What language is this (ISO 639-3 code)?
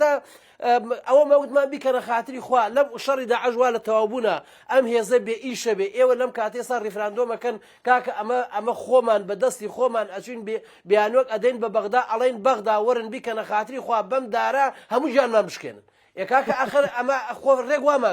ckb